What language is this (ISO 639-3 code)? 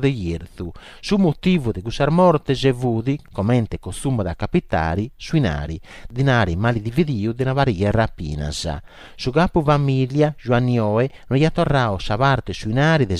srd